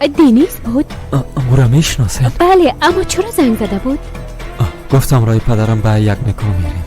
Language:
Persian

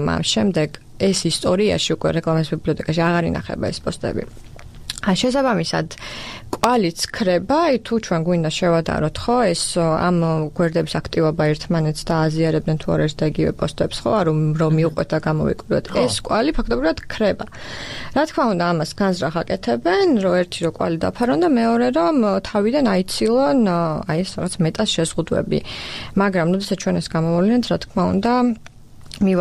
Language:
Georgian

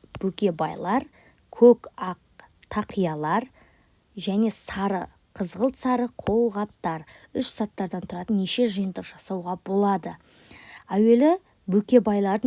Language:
Kazakh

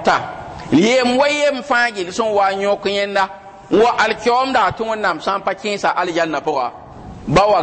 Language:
Mossi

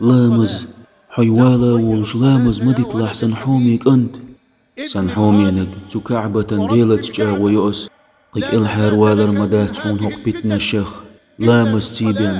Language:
Chechen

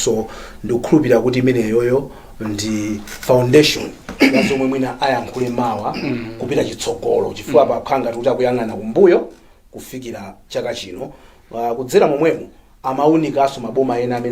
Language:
Nyanja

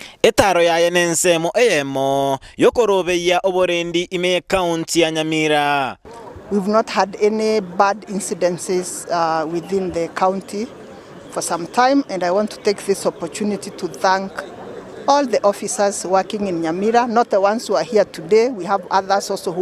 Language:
Gusii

